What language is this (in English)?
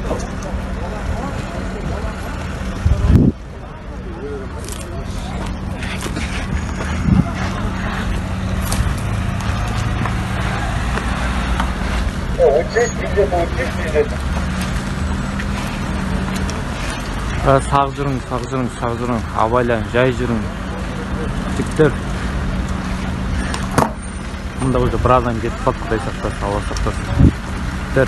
Kazakh